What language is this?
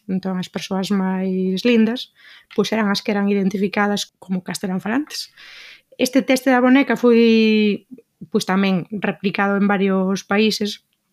Galician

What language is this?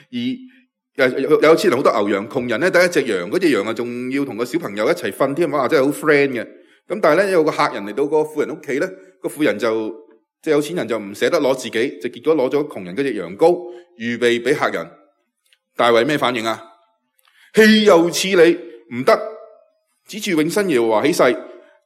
Cantonese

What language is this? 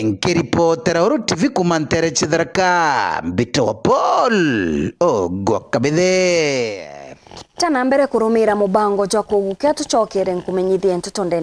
Meru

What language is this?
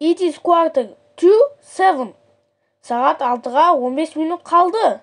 Kazakh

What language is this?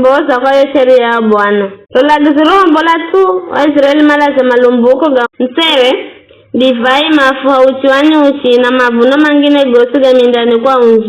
Giryama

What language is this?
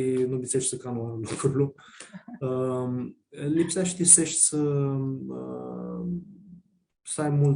Aromanian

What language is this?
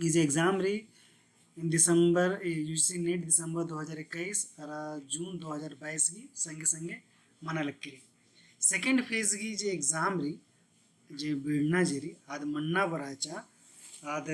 Kurukh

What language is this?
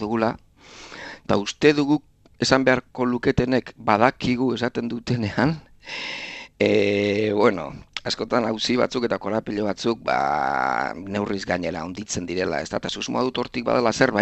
Basque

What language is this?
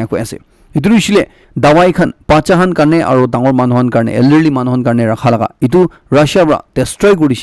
Naga Pidgin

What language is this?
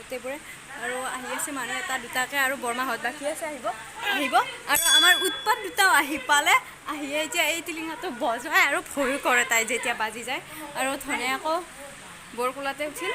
Assamese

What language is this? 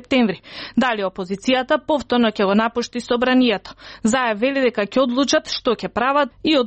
Macedonian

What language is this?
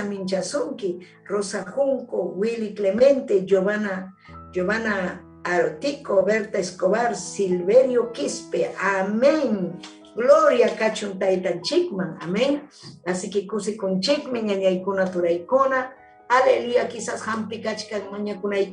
Ayacucho Quechua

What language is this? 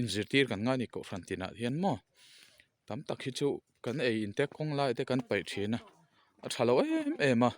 Mizo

